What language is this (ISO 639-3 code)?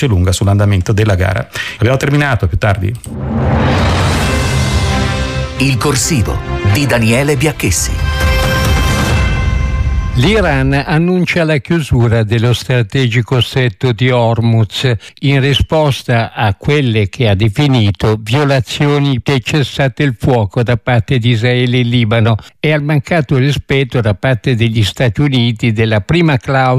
ita